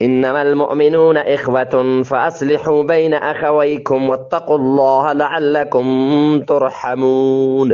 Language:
Eastern Balochi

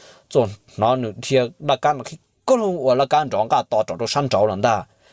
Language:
Hmong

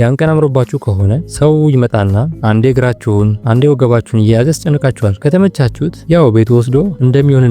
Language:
Amharic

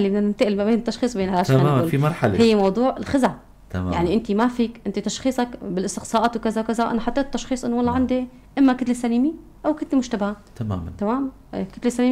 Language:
North Levantine Arabic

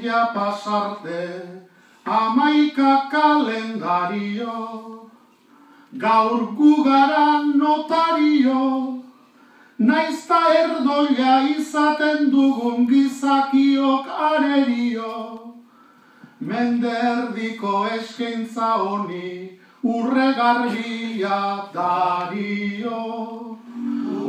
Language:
Basque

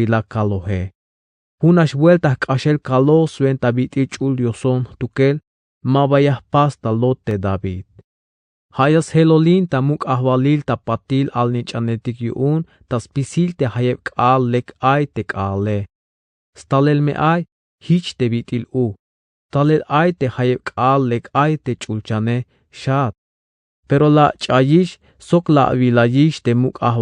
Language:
Tzeltal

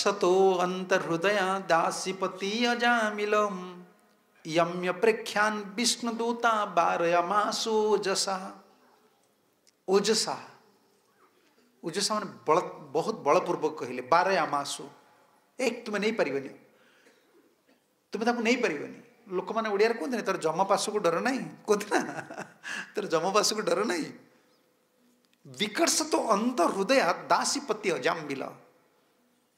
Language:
Odia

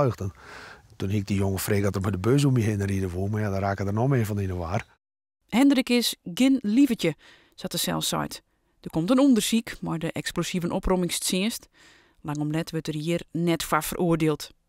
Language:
Western Frisian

